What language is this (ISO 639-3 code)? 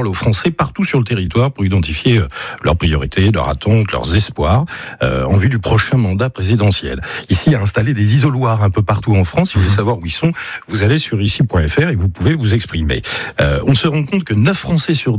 fra